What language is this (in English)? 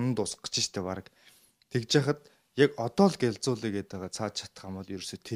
Mongolian